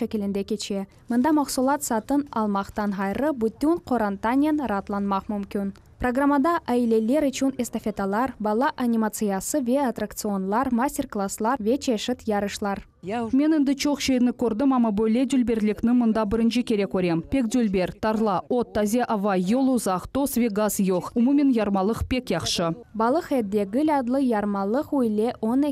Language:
Crimean Tatar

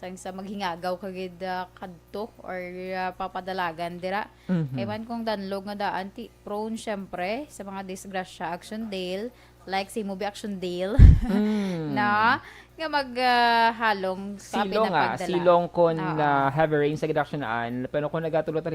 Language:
Hiligaynon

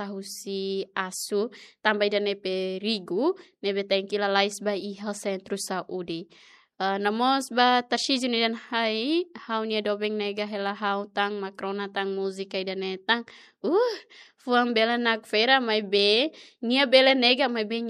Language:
Tetum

